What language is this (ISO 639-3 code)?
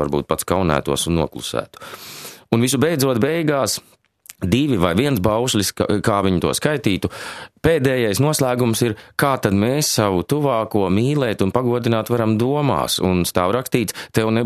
lav